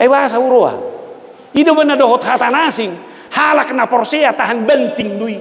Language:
Batak Toba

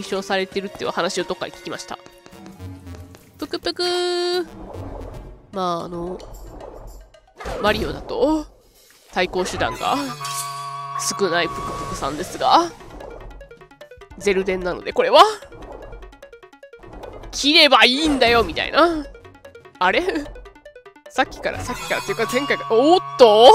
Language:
Japanese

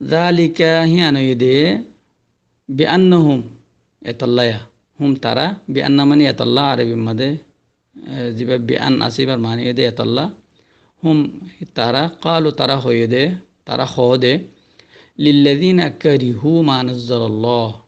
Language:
Rohingya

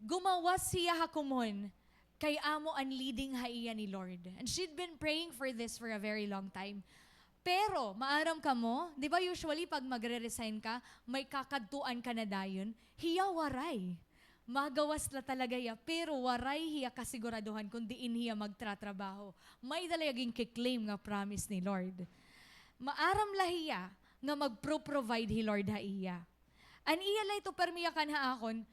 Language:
Waray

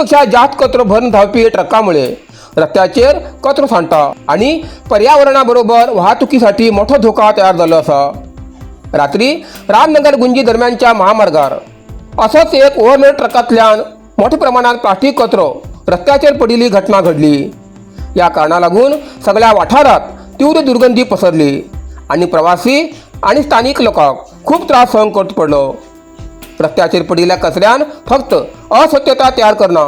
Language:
Konkani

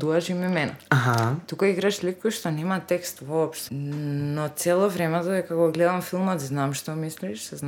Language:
Macedonian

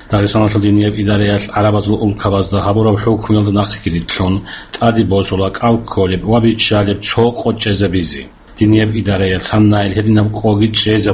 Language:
Avaric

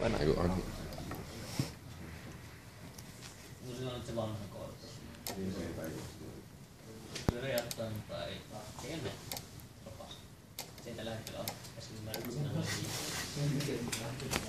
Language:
Finnish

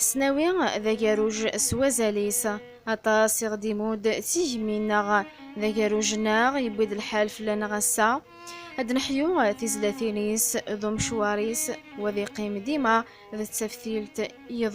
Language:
Kabyle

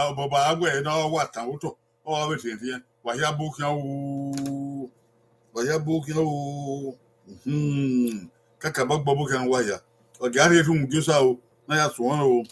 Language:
Bini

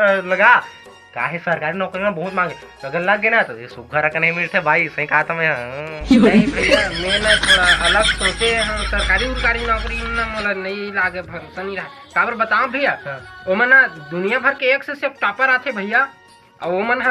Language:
Chhattisgarhi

